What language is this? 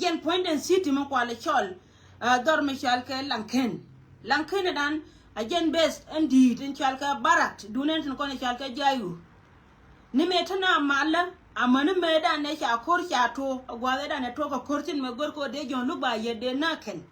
Nuer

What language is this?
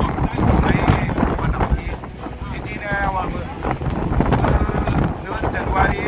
Shan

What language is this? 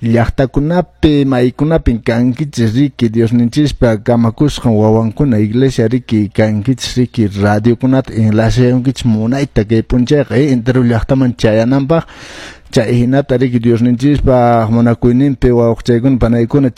Quechua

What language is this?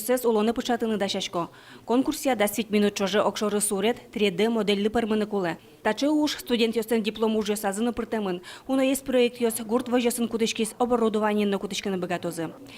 Udmurt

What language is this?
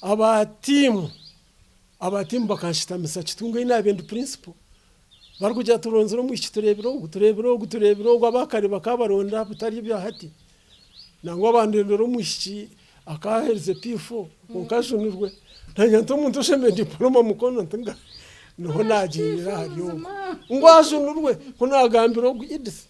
Nyankole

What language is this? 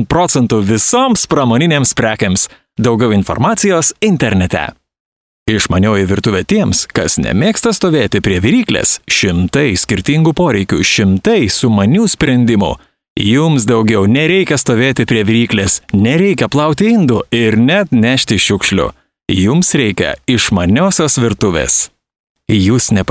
Lithuanian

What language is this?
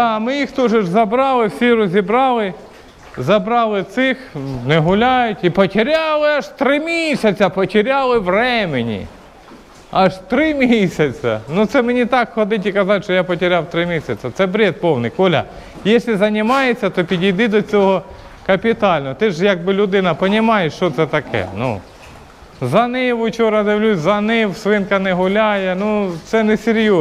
Ukrainian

